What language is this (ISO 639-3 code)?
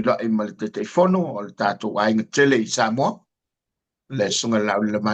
smo